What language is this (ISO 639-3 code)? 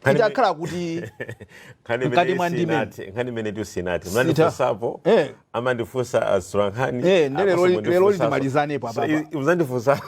nya